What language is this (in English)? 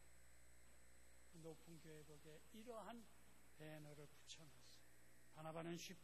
Korean